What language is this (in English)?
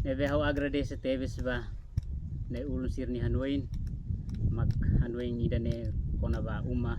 Tetum